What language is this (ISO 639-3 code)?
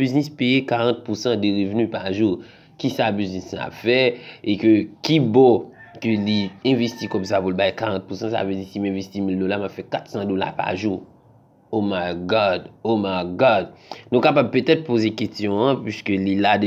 hat